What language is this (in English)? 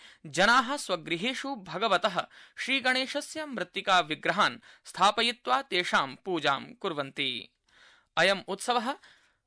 Sanskrit